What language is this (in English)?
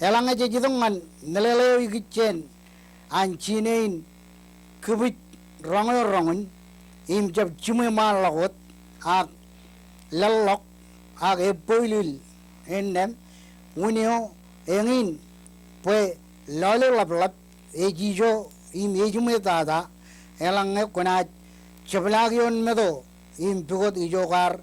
Marshallese